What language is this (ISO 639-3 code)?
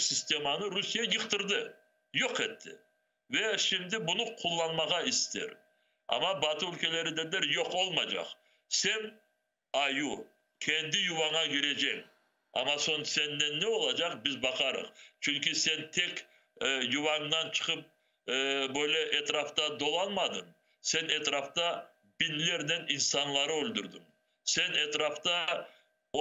crh